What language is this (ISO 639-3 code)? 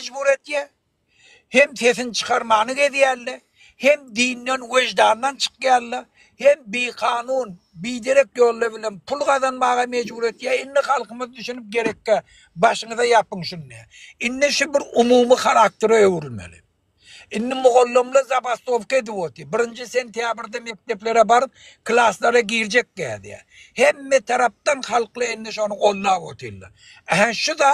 tuk